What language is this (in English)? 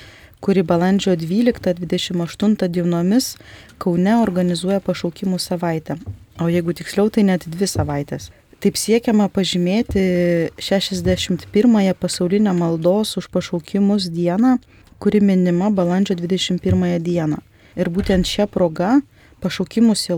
Lithuanian